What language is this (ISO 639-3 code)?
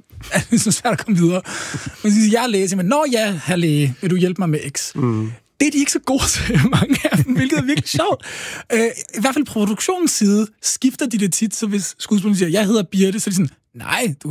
dan